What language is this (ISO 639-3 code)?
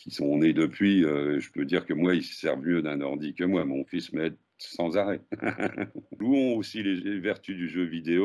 fra